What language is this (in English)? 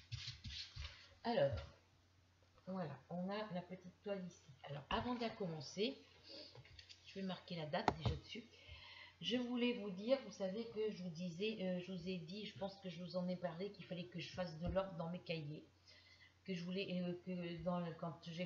French